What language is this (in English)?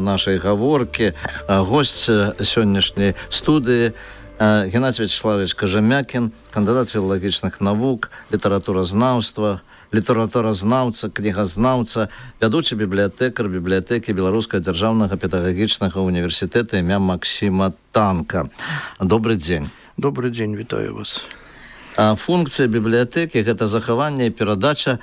Belarusian